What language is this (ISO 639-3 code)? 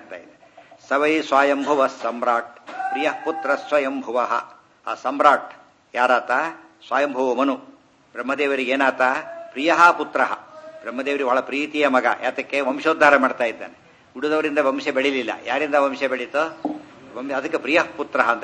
kan